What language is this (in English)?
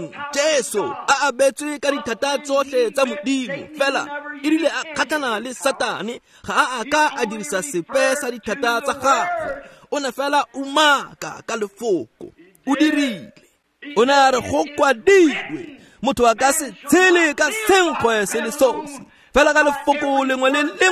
Tswana